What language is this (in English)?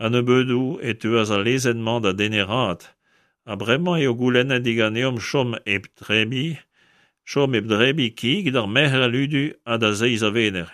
Breton